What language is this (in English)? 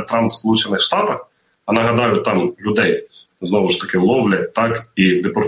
Ukrainian